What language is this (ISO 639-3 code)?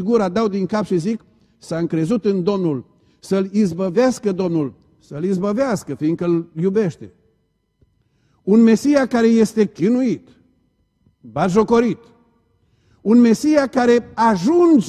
ron